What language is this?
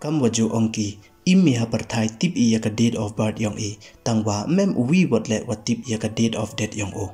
Pnar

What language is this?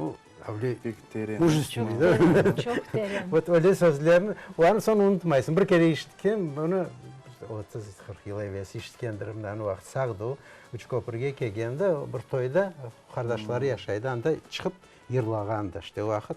Crimean Tatar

